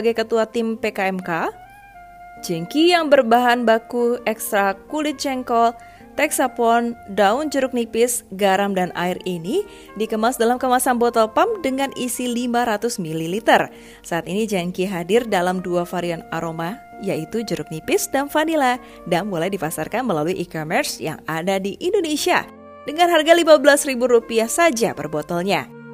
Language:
Indonesian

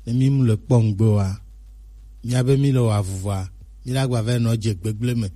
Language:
Gen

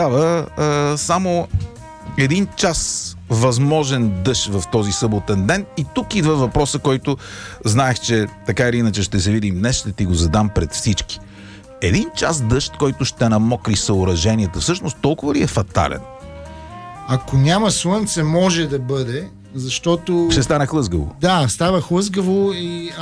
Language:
Bulgarian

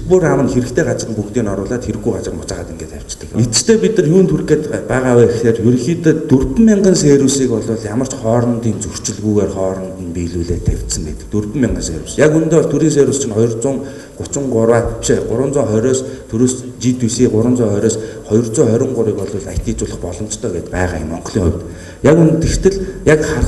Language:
Mongolian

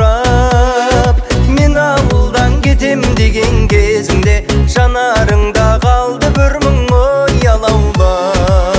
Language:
Kazakh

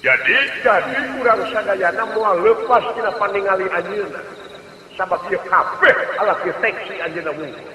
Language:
Sundanese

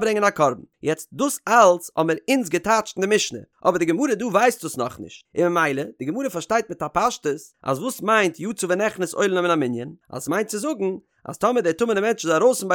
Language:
Yiddish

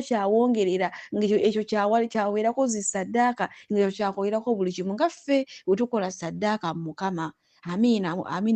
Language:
Ganda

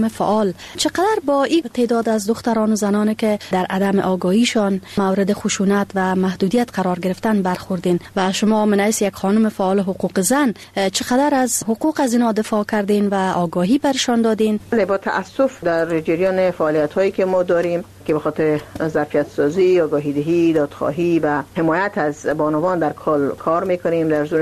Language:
Persian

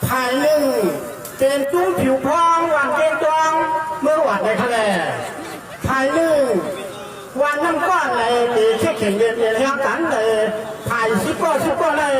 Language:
Shan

